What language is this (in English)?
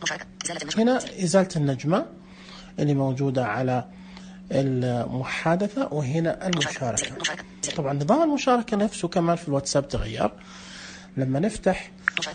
Najdi Arabic